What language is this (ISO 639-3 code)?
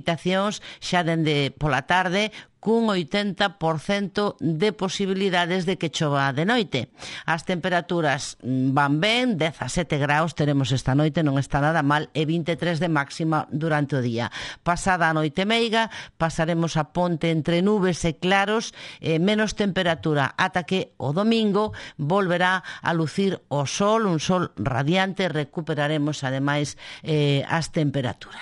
glg